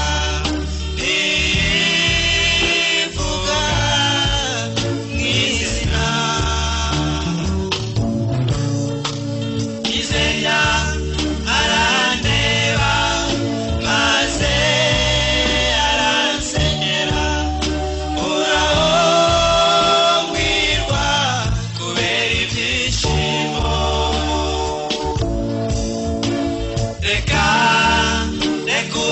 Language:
Kinyarwanda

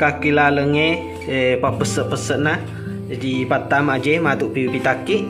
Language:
Buginese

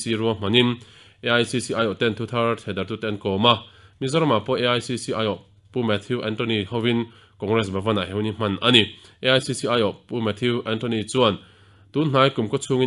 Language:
Mizo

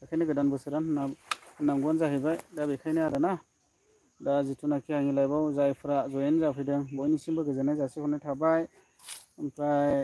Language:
Bodo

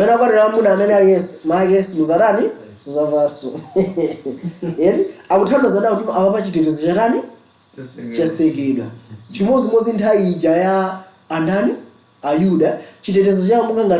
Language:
Nyanja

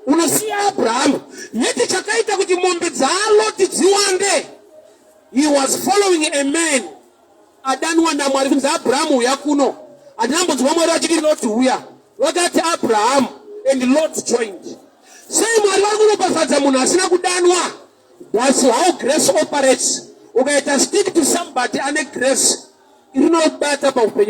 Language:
Shona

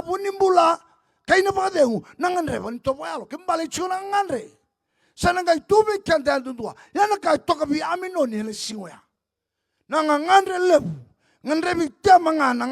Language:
Fijian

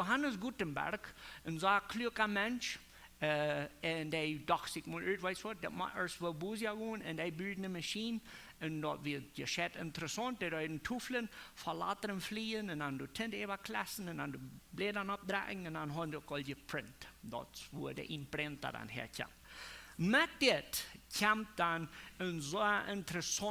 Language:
Plautdietsch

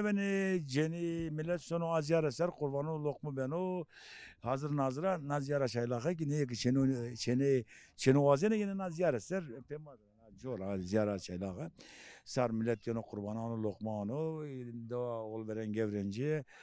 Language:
Zaza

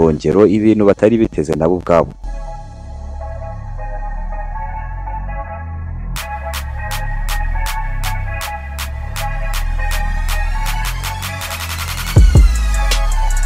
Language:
Kinyarwanda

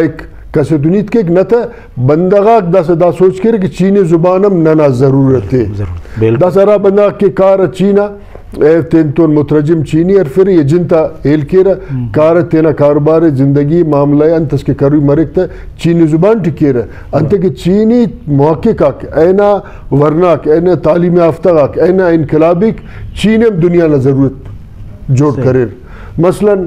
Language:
Brahui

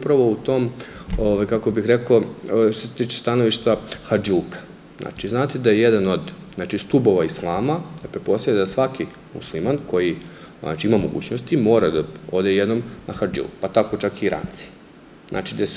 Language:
Serbian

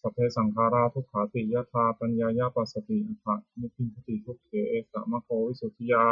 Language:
Pali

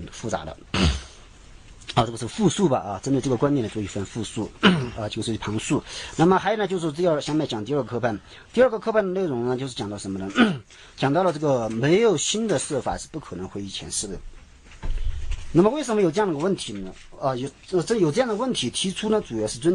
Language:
Chinese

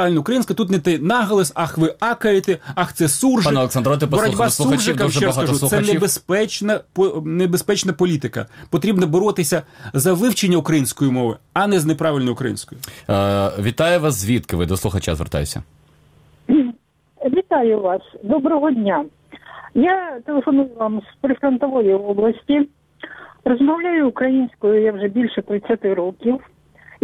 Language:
Ukrainian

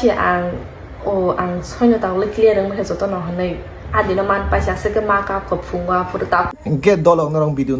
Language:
Kok Borok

